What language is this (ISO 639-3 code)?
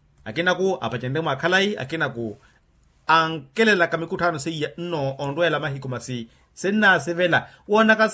vmw